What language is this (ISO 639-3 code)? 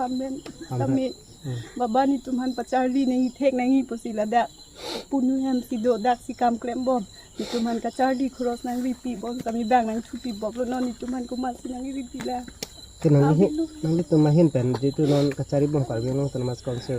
mjw